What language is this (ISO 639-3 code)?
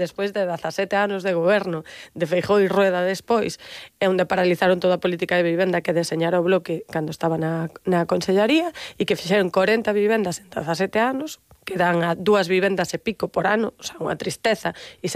glg